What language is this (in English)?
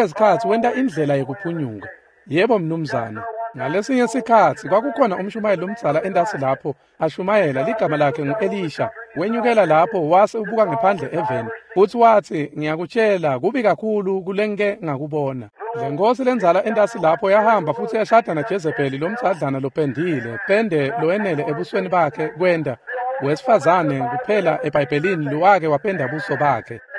Swati